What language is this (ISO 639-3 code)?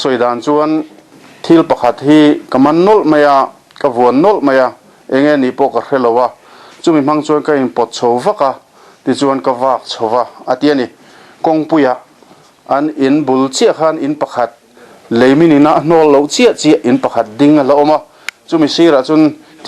lus